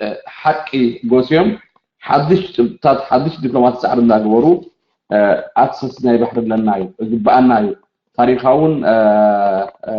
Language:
Tigrinya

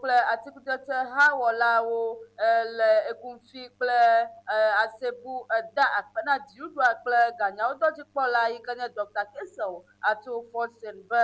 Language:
Ewe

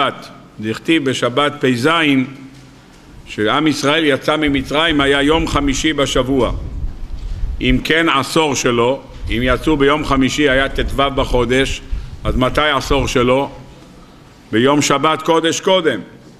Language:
Hebrew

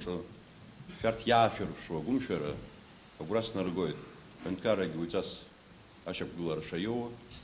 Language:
Abkhazian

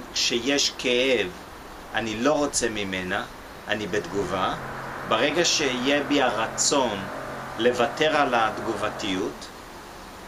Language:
Hebrew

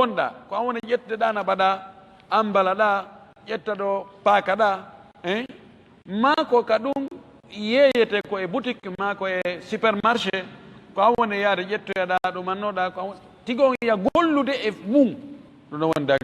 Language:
Fula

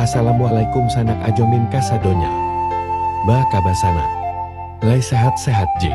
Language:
Minangkabau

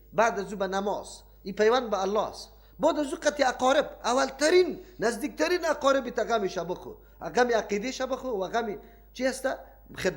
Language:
Persian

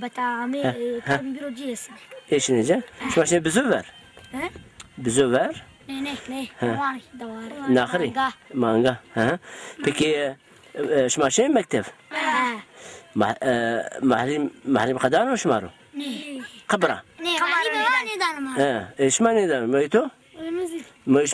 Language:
Zaza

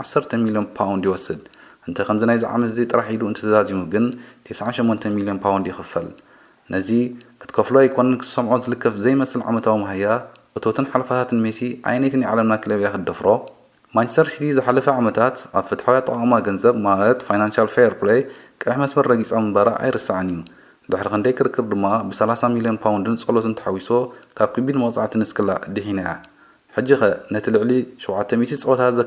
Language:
Tigrinya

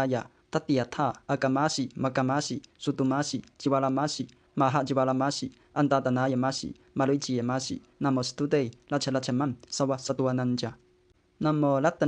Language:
Pali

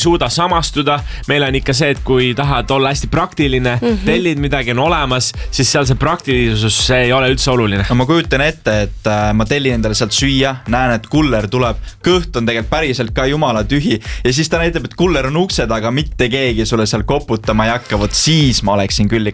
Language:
Estonian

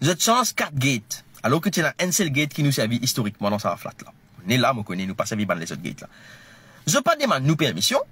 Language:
Morisyen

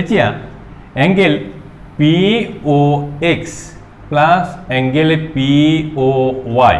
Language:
Assamese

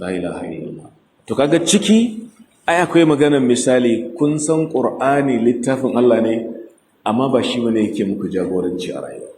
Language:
Hausa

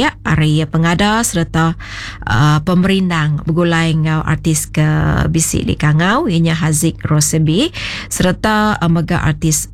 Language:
Iban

